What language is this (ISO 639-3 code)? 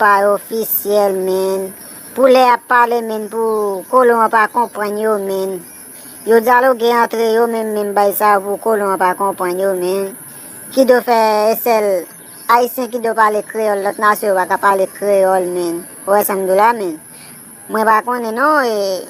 hat